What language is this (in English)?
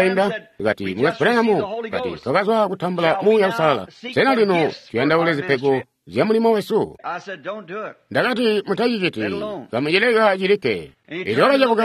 Tonga (Zambia)